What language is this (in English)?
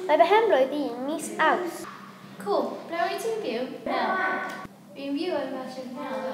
Welsh